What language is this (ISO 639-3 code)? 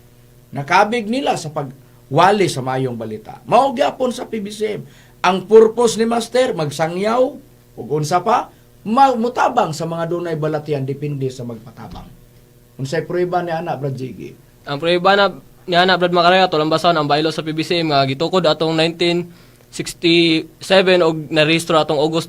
ceb